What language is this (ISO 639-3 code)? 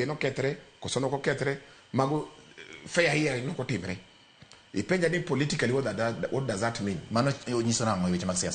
luo